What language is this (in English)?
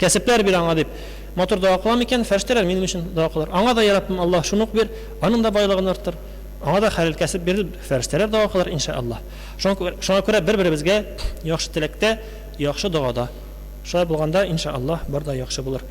Tatar